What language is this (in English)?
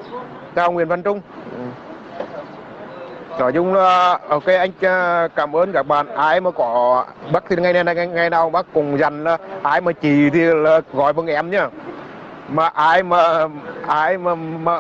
Vietnamese